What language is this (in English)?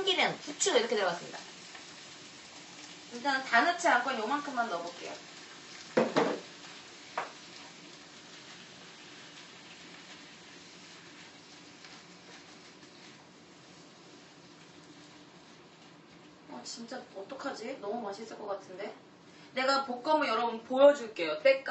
Korean